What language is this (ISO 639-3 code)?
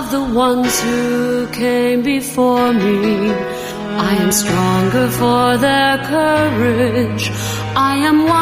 eng